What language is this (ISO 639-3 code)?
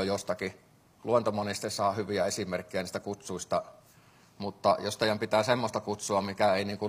fin